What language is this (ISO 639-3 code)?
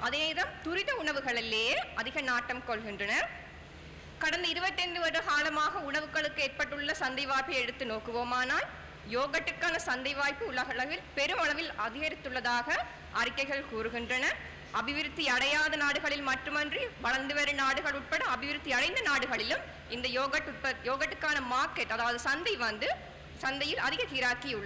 tam